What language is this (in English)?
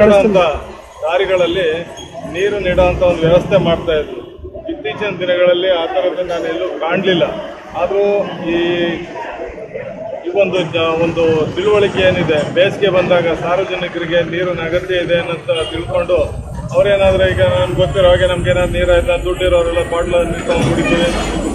Kannada